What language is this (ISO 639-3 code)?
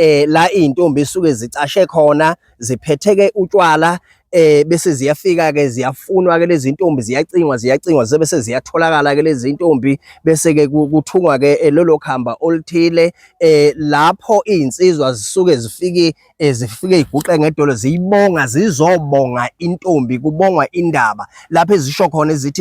zul